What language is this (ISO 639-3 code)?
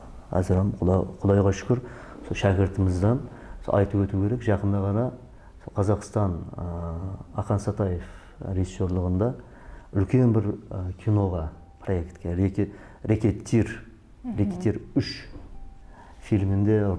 kaa